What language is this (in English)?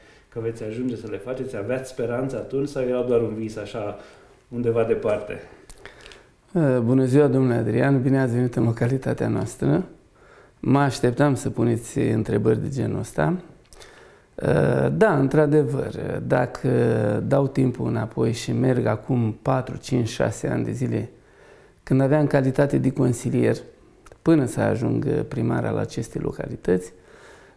Romanian